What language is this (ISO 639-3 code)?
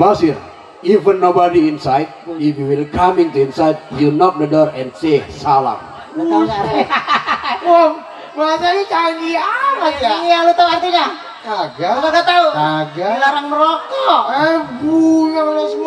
bew